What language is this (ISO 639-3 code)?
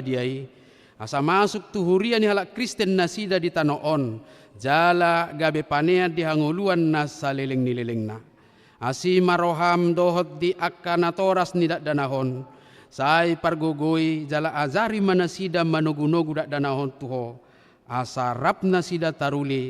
bbc